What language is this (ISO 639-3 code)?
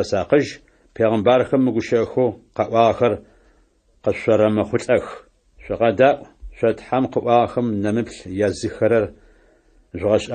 ady